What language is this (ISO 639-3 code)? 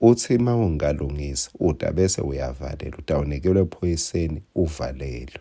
ssw